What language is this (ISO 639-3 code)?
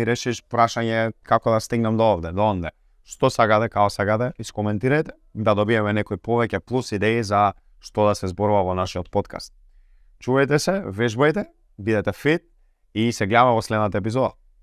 mkd